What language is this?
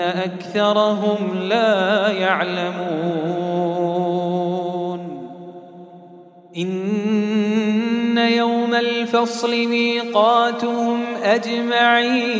Arabic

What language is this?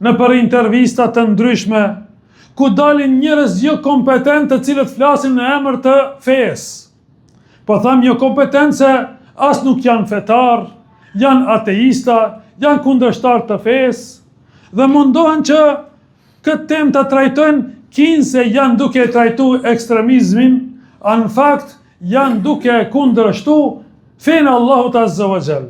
Albanian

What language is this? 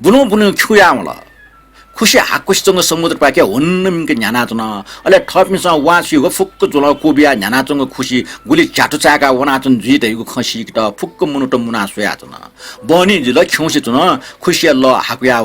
Newari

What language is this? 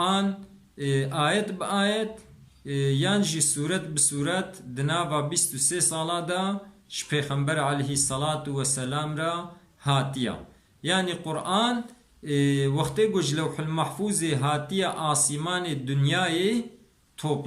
Kurdish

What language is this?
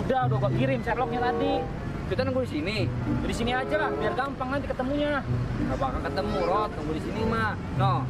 Betawi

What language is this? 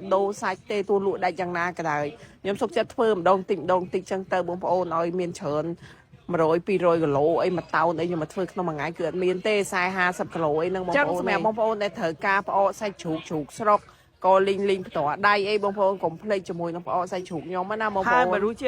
Khmer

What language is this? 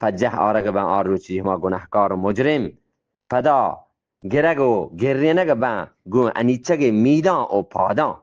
Eastern Balochi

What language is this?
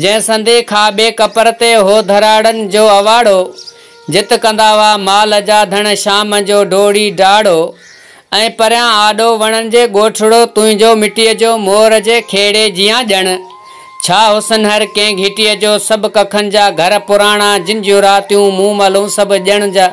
Sindhi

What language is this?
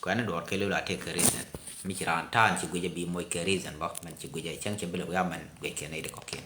Nuer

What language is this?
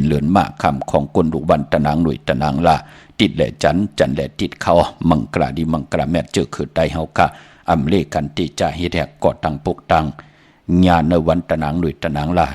Shan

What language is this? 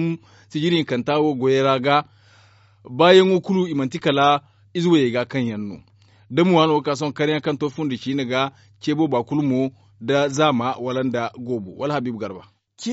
Zarma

